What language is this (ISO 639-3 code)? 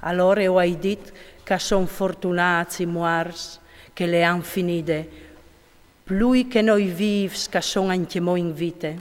fur